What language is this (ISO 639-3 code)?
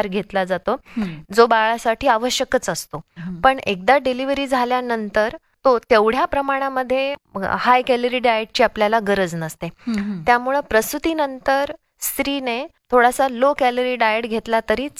mar